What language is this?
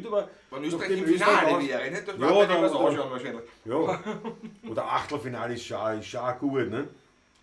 Bavarian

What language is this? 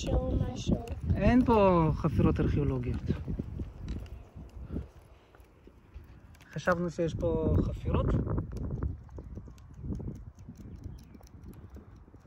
Hebrew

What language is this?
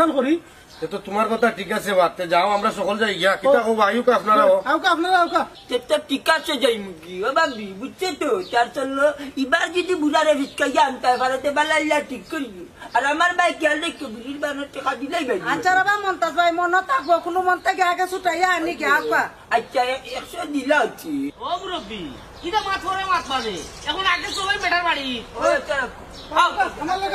Sylheti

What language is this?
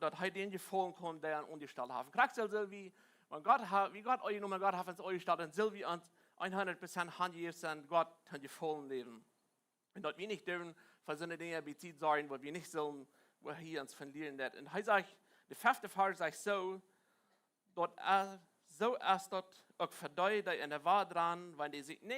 Plautdietsch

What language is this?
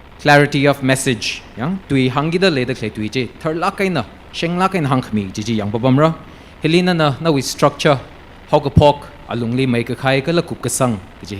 Tangkhul Naga (India)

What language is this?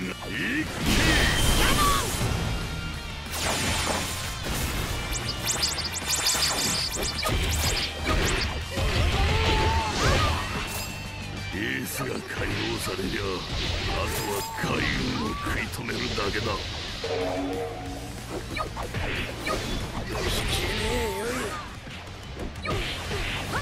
Japanese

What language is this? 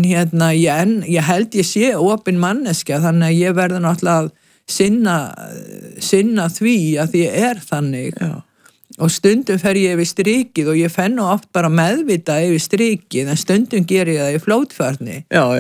Icelandic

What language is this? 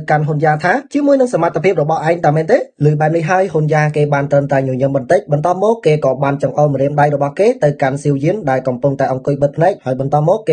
Khmer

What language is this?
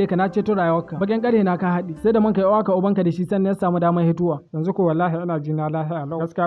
Hausa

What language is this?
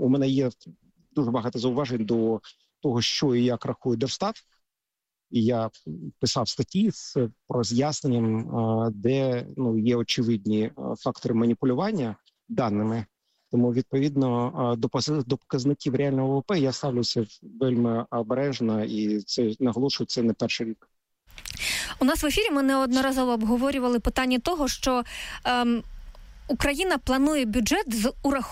Ukrainian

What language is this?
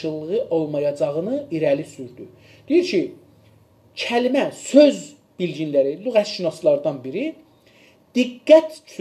South Azerbaijani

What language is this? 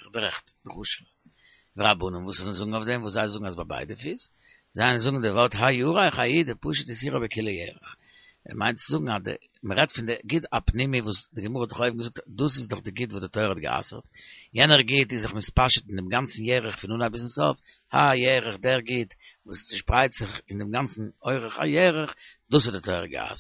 Yiddish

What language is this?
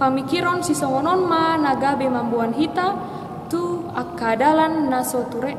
Batak Toba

